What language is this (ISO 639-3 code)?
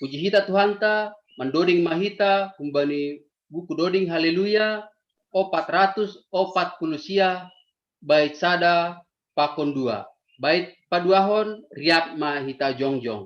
bts